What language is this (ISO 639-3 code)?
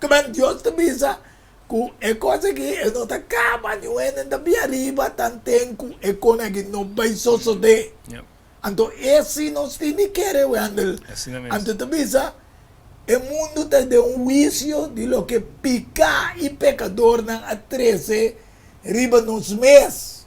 pap